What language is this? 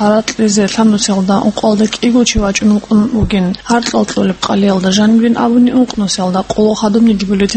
Avaric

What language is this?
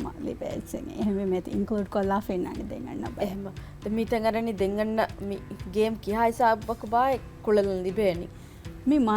Divehi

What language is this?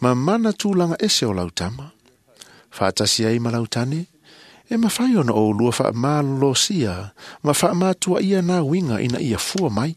Samoan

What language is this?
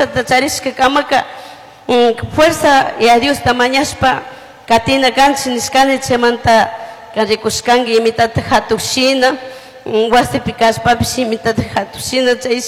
Chimborazo Highland Quichua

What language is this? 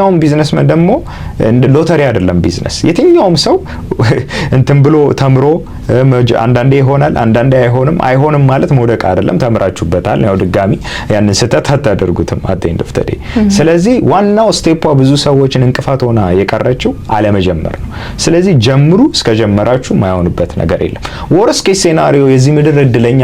Amharic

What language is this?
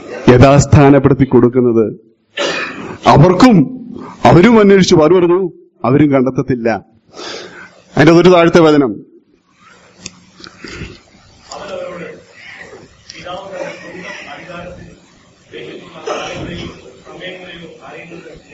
Malayalam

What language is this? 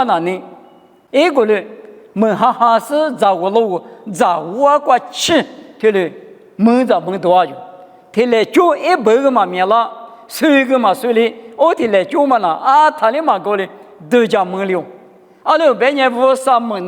Lisu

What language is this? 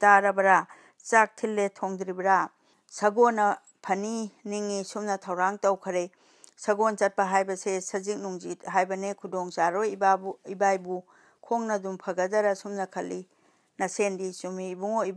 Manipuri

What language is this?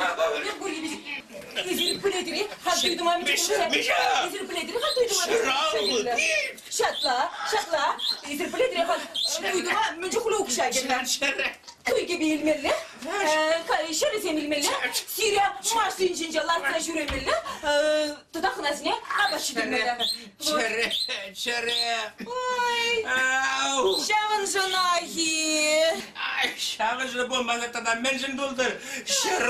Chuvash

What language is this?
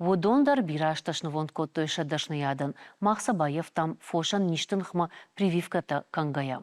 Ossetic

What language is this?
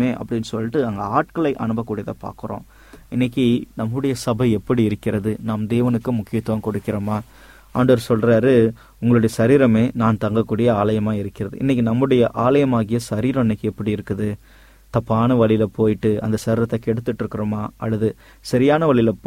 Tamil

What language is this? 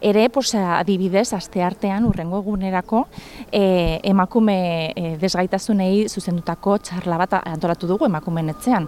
Basque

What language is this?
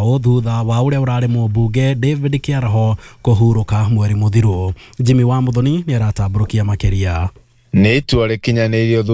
Kikuyu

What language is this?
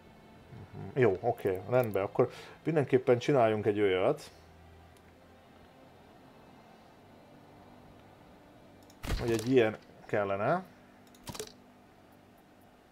Hungarian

